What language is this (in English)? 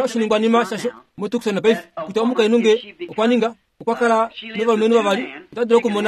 Kuanyama